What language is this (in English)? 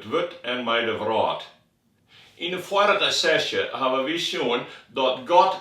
Western Frisian